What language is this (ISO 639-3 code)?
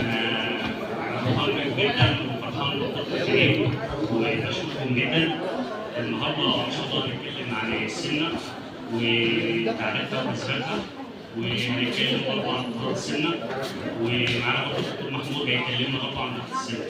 arz